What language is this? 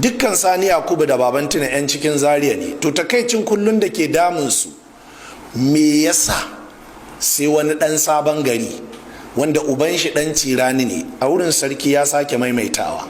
Hausa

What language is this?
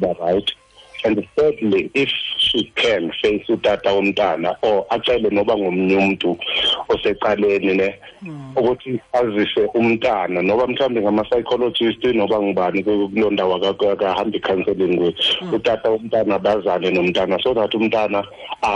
Xhosa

